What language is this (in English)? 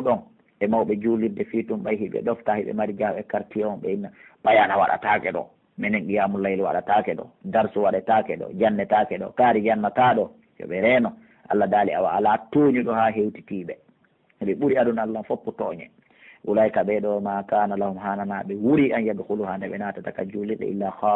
Pular